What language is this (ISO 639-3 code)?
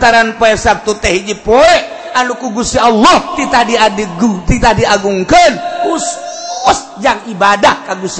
sun